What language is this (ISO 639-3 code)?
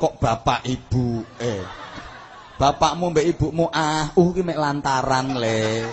jav